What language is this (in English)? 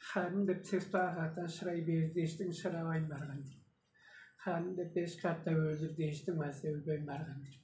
Tuvinian